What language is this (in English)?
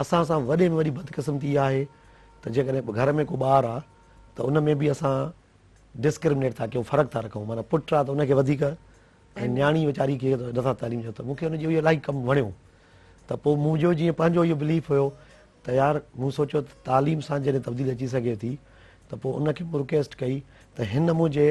Sindhi